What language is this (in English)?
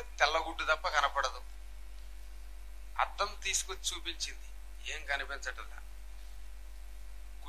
Telugu